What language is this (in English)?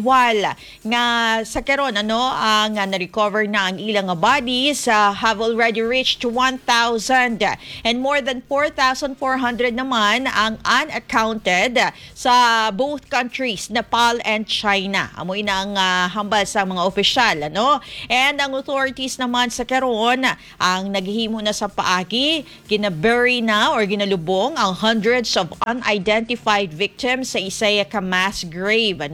Hiligaynon